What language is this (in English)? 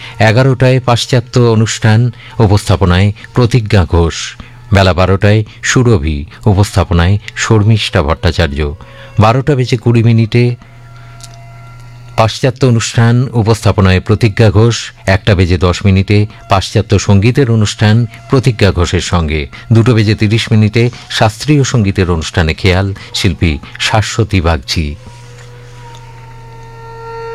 Bangla